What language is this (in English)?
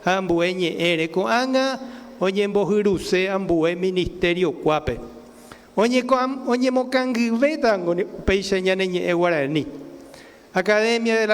Guarani